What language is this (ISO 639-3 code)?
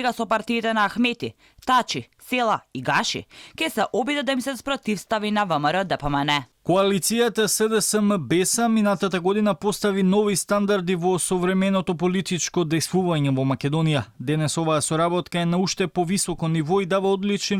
mkd